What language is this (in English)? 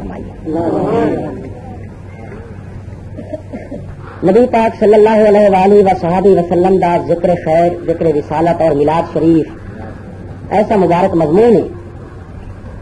Urdu